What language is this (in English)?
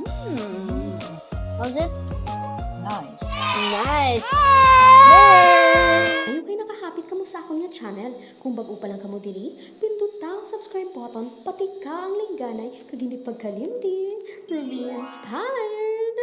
Hiligaynon